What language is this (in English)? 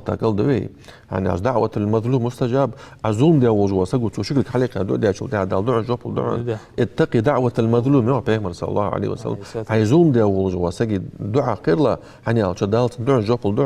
Ingush